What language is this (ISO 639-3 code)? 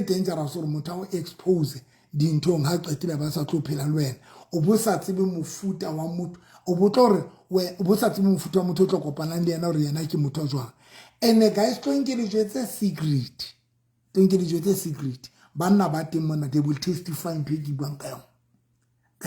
sot